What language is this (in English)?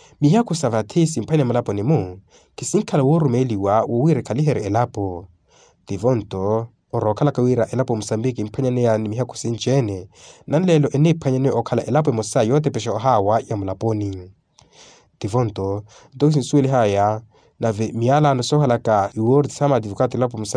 Makhuwa